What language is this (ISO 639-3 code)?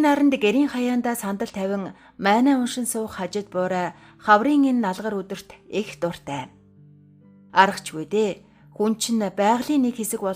mon